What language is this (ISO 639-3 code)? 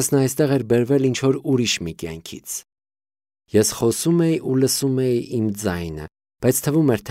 hye